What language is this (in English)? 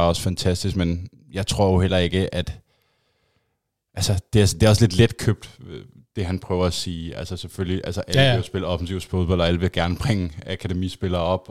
Danish